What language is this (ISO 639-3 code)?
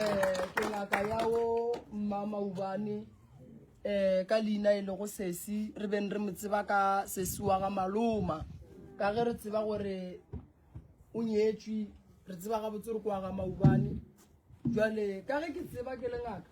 nso